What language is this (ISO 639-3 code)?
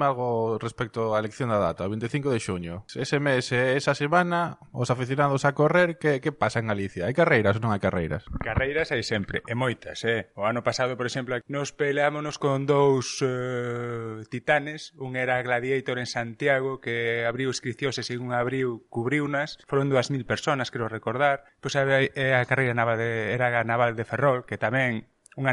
glg